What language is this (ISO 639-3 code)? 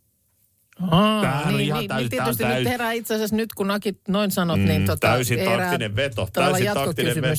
fin